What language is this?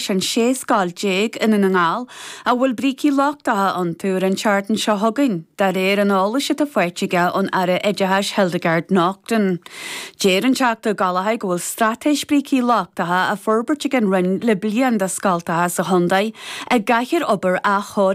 Irish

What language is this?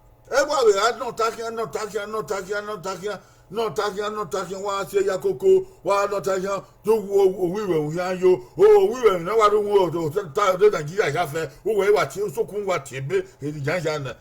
Bini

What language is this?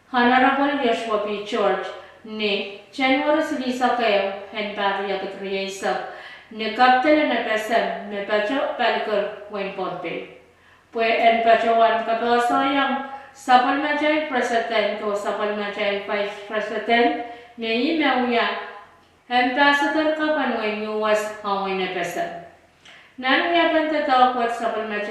Pohnpeian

